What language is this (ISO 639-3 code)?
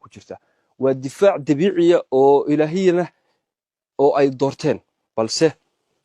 som